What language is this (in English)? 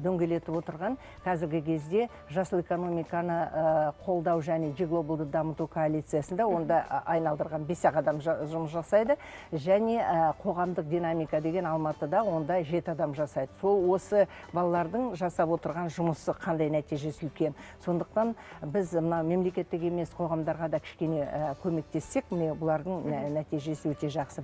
Kazakh